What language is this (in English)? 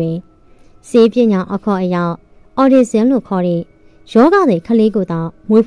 Burmese